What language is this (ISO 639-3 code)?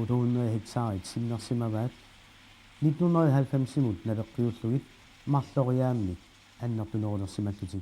kal